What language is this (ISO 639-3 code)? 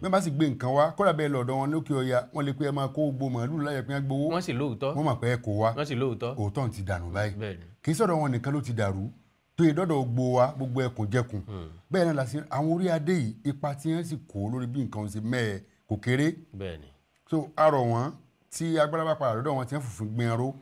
yor